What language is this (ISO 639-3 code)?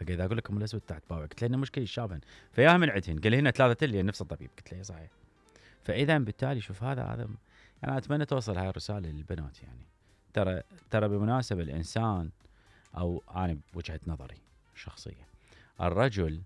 acm